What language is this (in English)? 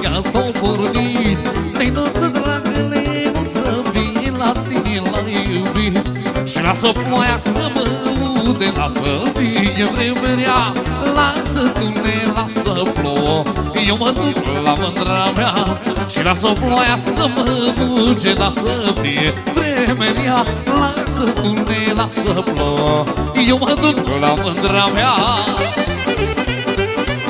Romanian